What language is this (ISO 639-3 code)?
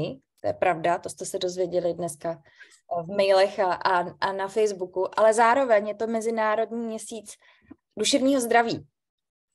ces